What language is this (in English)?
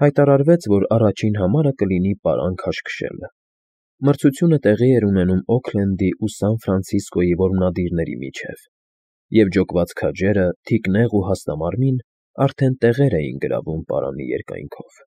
Armenian